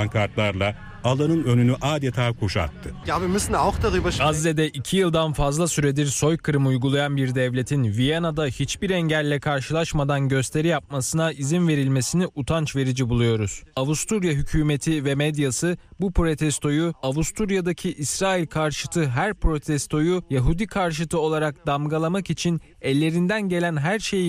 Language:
Turkish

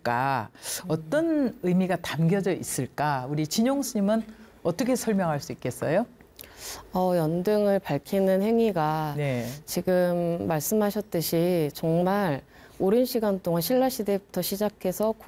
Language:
Korean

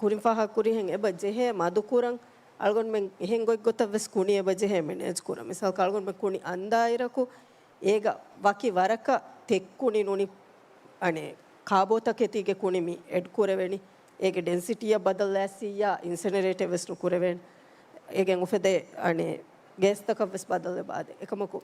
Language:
Divehi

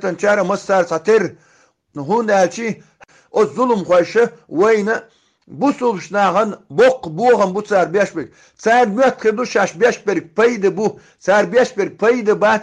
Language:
Chechen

